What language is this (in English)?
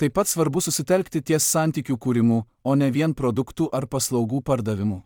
Lithuanian